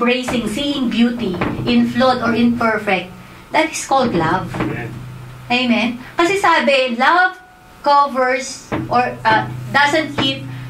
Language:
Filipino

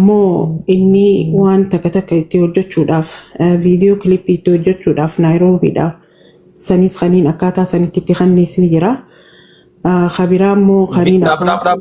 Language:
Oromo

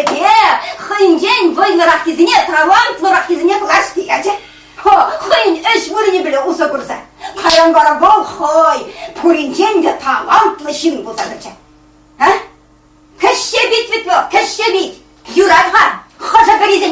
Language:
Chuvash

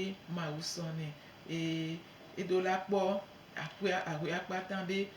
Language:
Gen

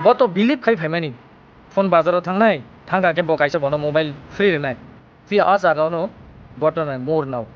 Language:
Kok Borok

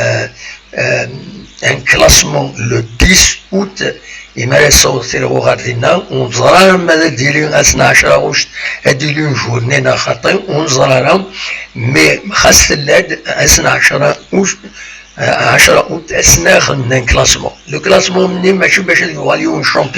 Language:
Kabyle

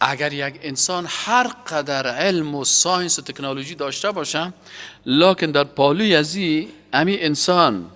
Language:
Persian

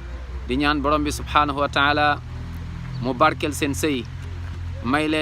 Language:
Wolof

